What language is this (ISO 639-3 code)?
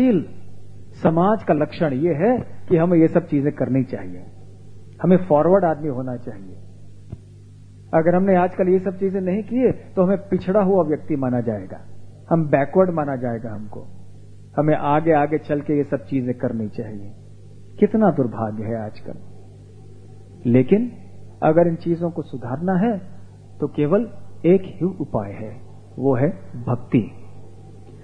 hin